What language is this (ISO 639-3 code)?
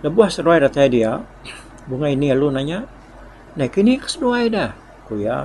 iba